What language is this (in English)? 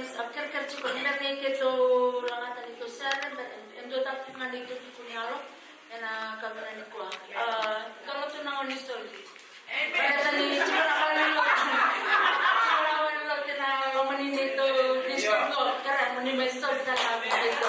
Fijian